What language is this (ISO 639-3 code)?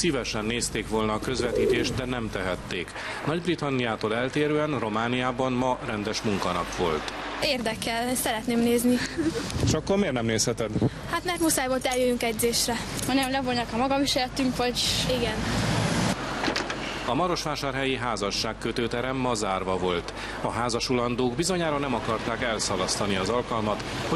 hun